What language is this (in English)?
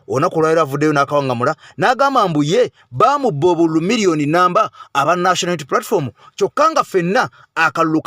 Ganda